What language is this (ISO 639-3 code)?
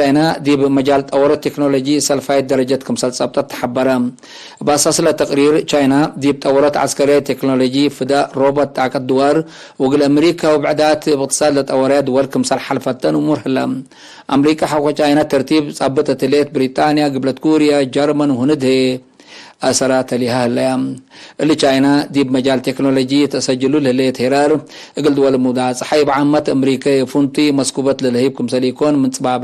tig